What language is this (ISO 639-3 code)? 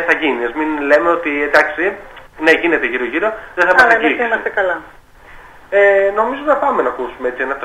ell